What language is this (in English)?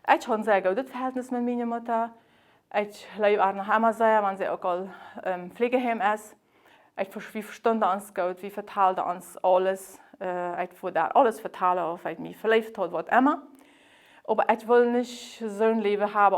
Plautdietsch